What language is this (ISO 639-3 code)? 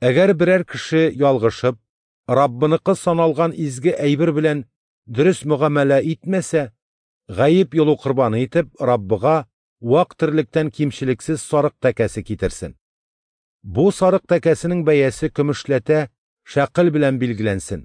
tat